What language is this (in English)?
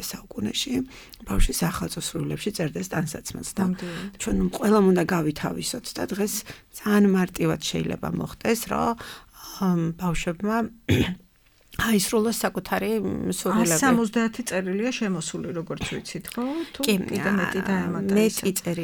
Georgian